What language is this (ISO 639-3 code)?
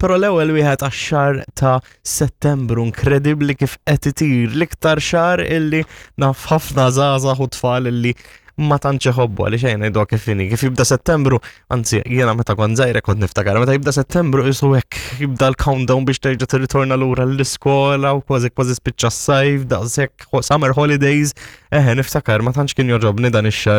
mlt